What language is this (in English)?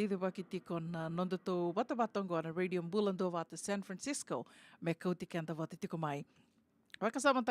Fijian